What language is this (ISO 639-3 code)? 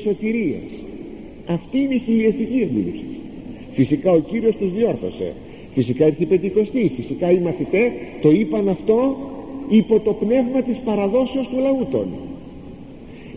ell